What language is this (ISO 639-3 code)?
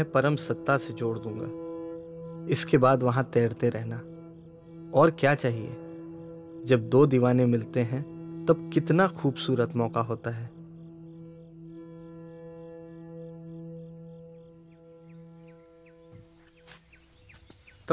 hin